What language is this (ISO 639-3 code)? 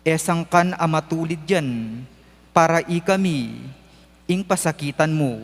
pam